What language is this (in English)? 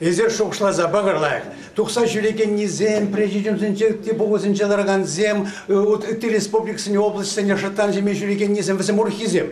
Chuvash